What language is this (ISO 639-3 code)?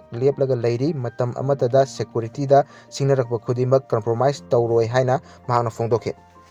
mni